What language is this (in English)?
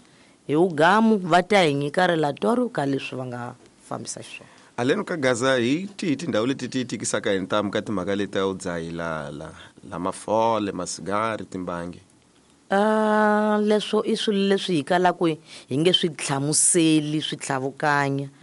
Tsonga